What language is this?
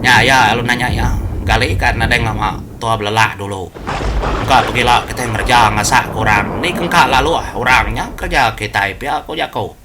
Iban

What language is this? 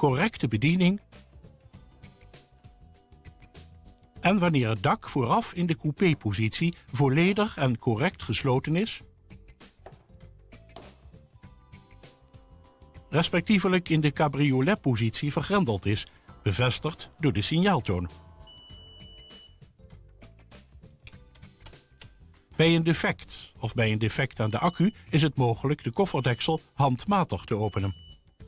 Dutch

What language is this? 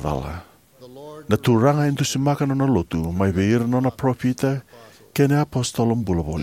Fijian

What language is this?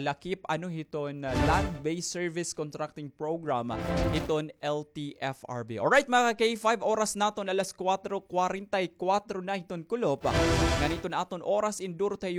Waray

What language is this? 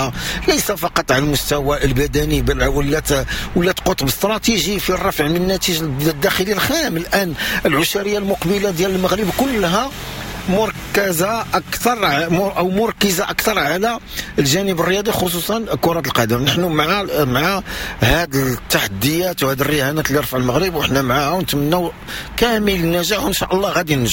Moroccan Arabic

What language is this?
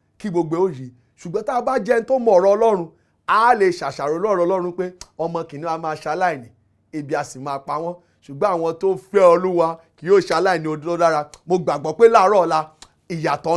Yoruba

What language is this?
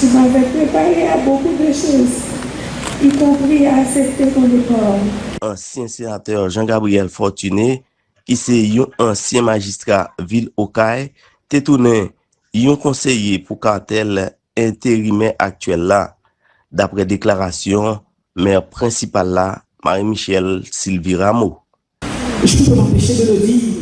Haitian Creole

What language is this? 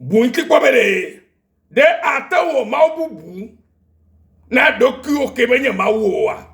Ewe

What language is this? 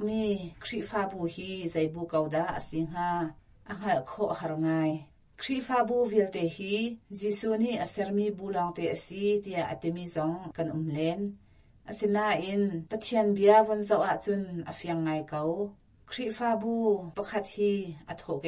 Hakha Chin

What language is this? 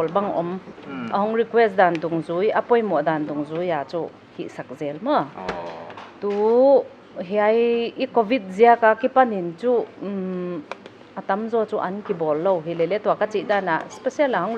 Paite Chin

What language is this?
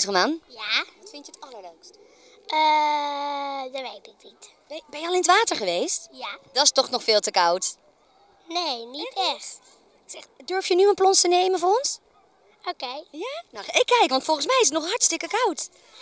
Dutch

